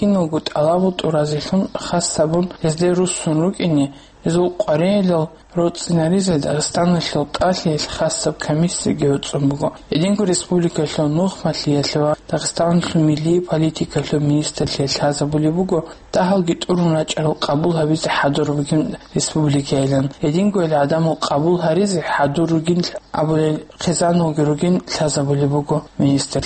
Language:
Avaric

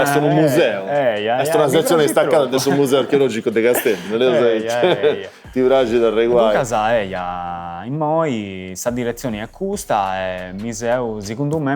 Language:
Sardinian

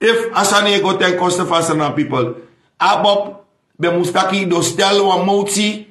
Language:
Sranan Tongo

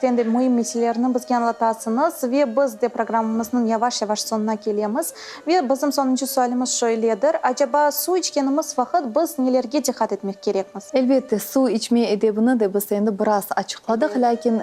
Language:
Crimean Tatar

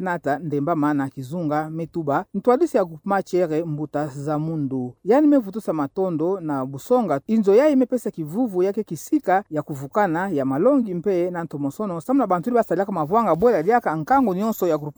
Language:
Kituba (Democratic Republic of Congo)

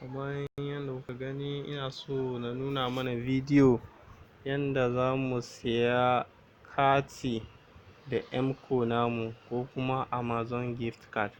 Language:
Hausa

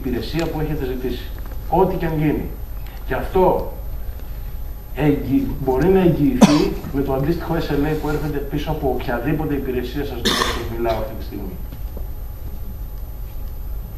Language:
Greek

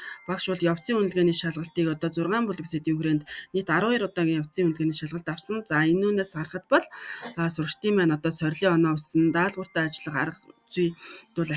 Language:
Mongolian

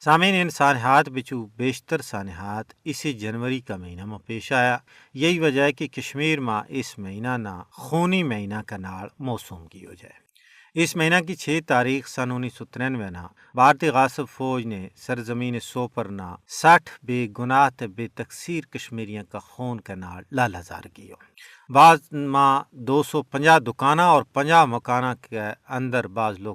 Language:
Gujari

